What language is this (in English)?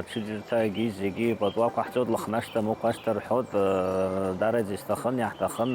Abkhazian